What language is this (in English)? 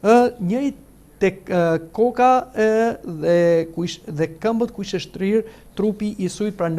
Albanian